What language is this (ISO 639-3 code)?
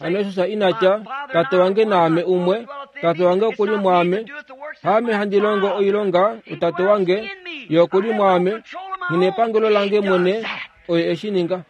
kua